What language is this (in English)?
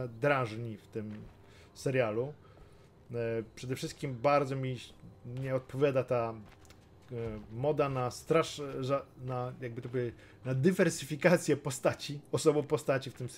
Polish